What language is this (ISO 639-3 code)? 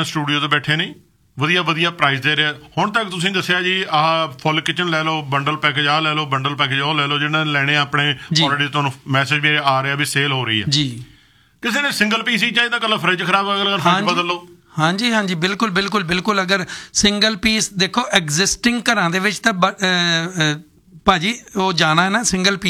pan